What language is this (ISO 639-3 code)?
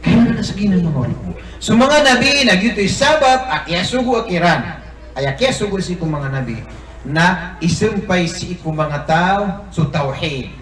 mrw